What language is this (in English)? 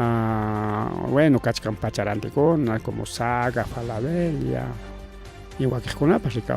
Ayacucho Quechua